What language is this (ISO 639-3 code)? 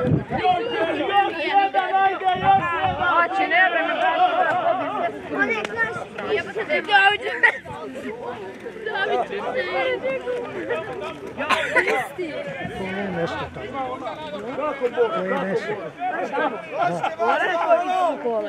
srp